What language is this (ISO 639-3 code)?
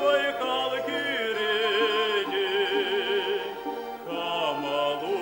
chv